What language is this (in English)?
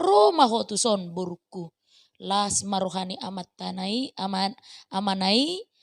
Batak Toba